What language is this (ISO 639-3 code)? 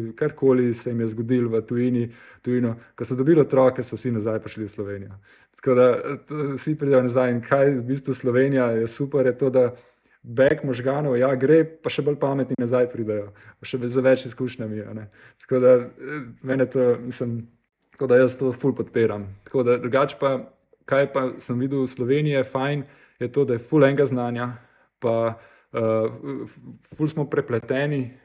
slv